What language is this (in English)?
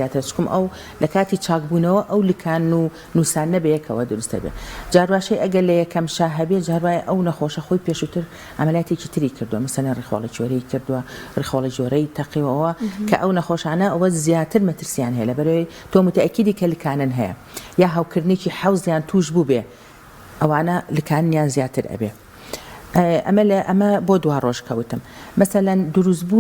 Central Kurdish